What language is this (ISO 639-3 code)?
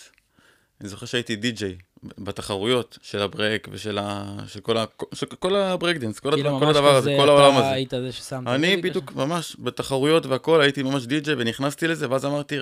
heb